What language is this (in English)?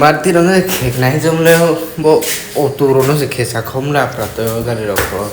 Riang (India)